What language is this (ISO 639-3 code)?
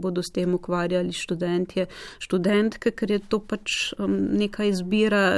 slv